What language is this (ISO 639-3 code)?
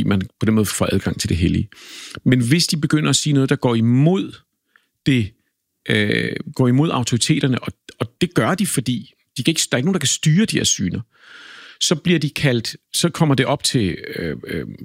dan